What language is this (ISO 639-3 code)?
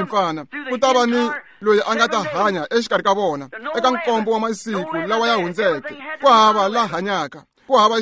tso